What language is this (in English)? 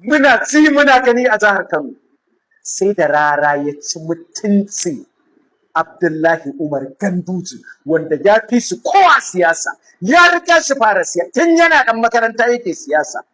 Hausa